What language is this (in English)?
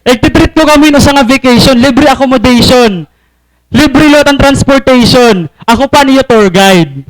Waray